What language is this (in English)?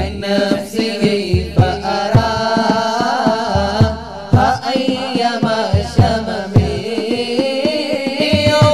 Malayalam